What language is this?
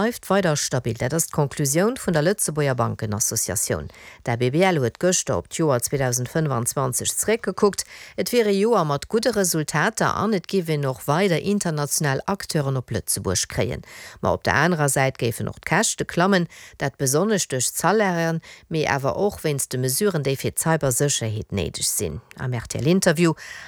Luxembourgish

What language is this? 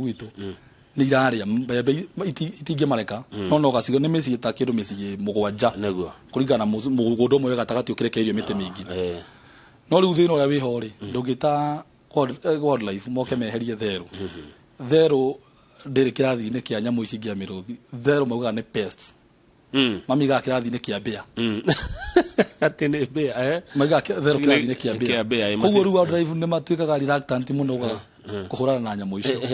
Kikuyu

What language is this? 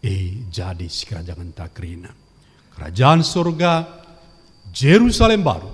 Batak Karo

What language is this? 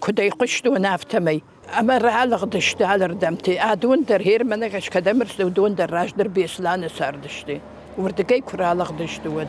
Ossetic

